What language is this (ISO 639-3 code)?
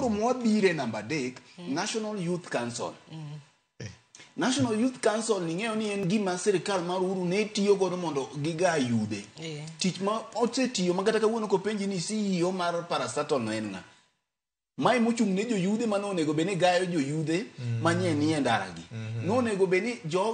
luo